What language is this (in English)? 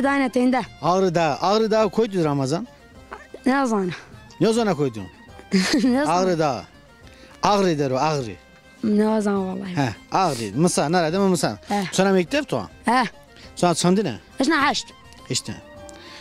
Zaza